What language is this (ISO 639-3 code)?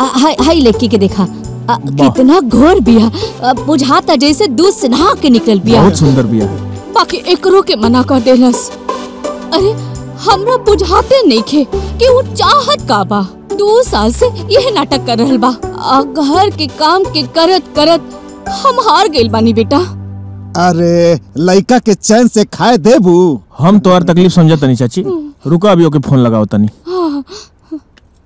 bho